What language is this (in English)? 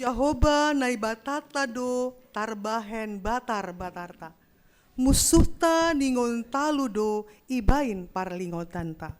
Batak Simalungun